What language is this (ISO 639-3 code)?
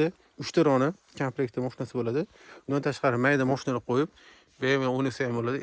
uzb